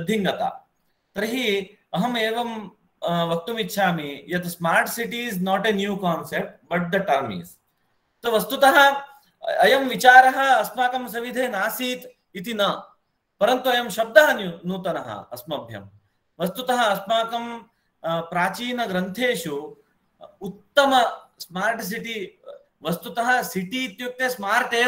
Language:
Sanskrit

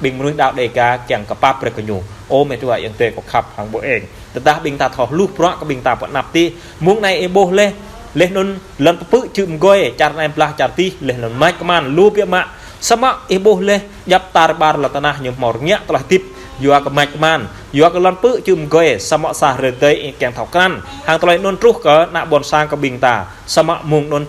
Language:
Jarai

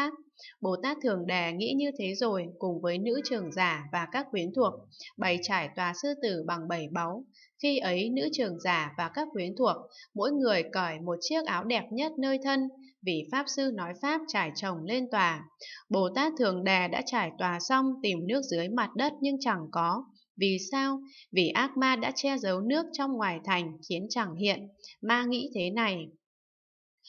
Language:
Vietnamese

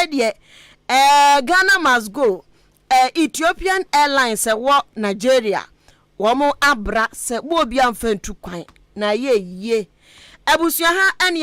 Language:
Akan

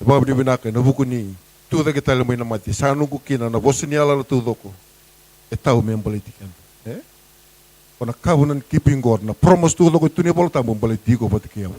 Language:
Fijian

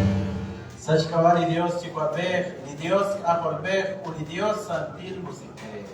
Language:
Kekchí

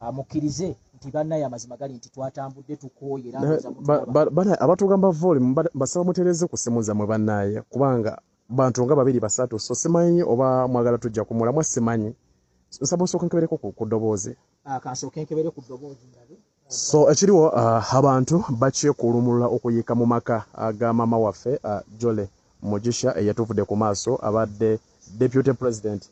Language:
Ganda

